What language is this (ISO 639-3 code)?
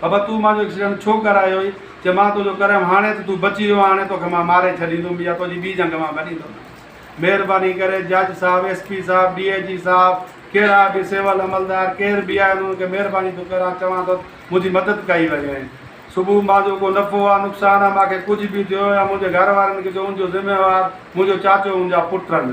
snd